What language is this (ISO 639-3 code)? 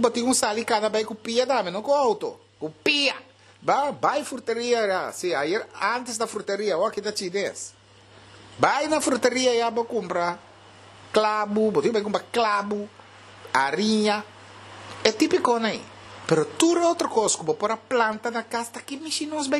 pap